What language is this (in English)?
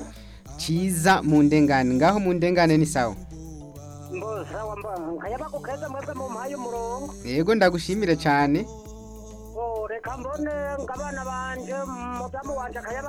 Rundi